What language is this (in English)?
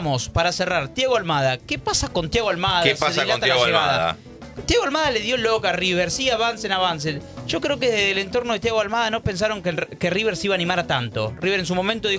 Spanish